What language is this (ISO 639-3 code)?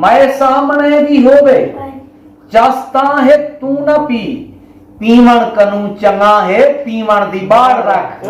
skr